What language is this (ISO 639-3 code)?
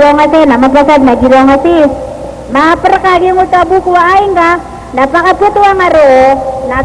mrw